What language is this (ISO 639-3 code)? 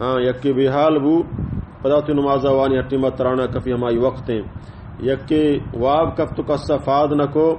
bal